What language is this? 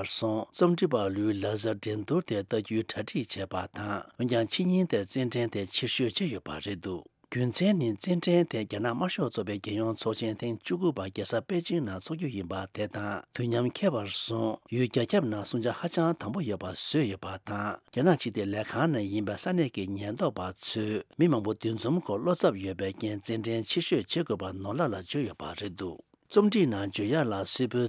Tibetan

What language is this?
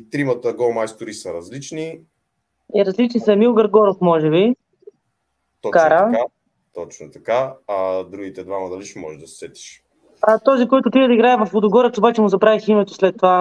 Bulgarian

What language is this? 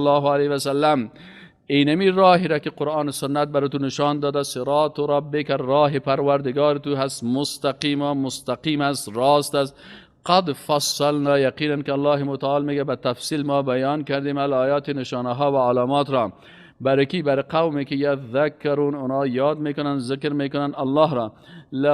Persian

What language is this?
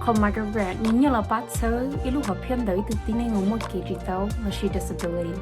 Hmong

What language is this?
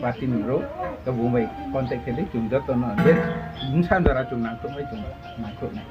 Riang (India)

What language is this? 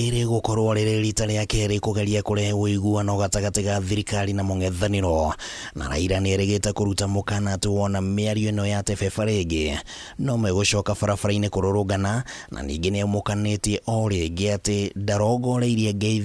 Kikuyu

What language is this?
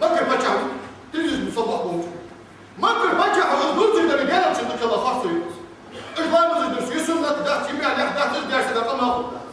Ingush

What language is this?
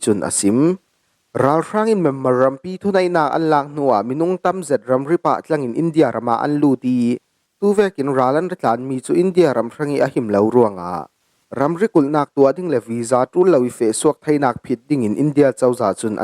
Falam Chin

